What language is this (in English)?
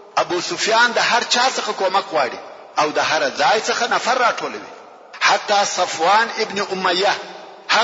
Pashto